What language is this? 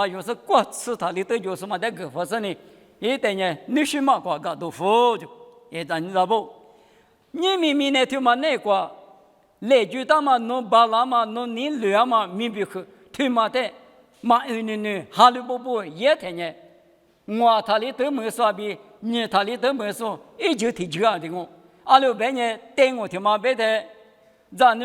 Lisu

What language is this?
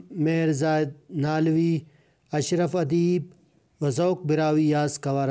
Brahui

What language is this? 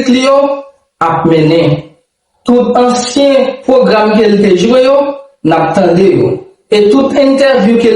Haitian Creole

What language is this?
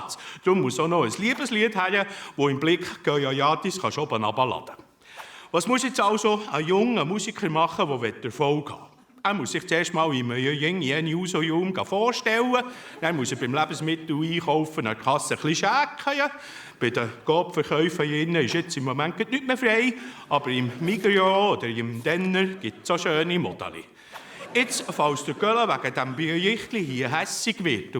Swiss German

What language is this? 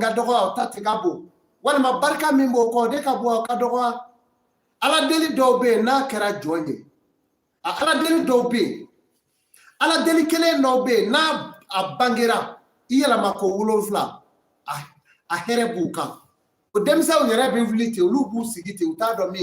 Bambara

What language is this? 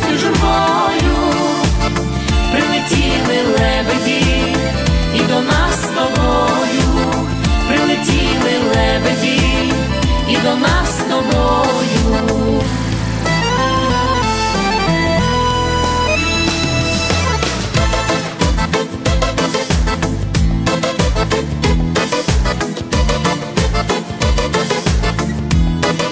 Ukrainian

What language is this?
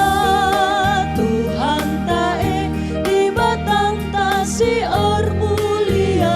Batak Karo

